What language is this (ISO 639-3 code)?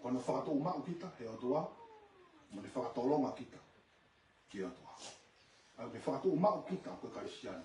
ton